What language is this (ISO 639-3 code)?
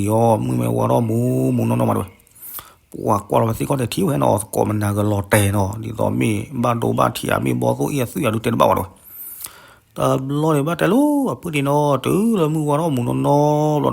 ksw